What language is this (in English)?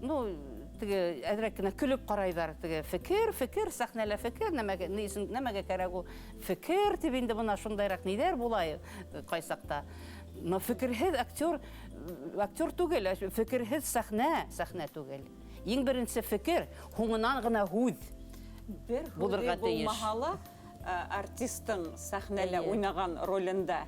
Bashkir